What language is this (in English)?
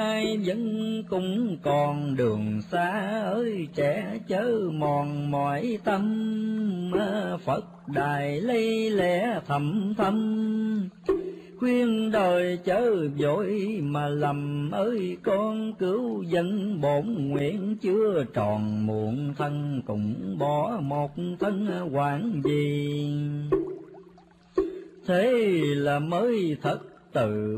Vietnamese